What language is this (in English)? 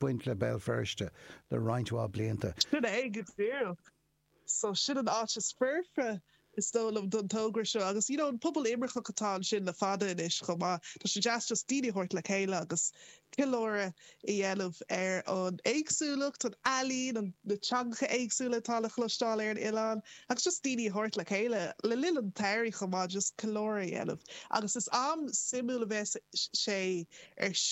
Irish